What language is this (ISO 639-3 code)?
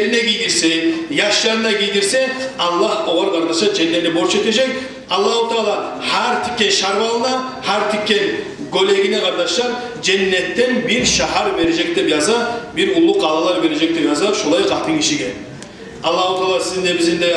kum